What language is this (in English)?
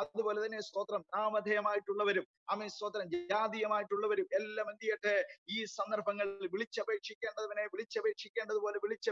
Malayalam